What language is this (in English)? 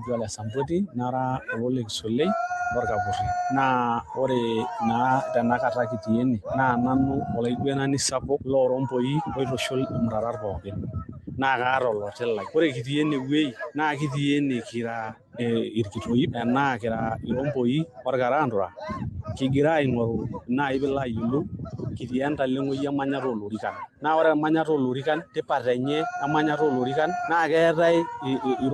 Masai